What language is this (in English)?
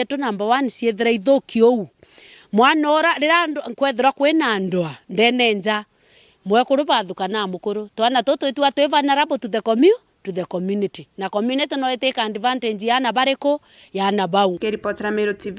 Meru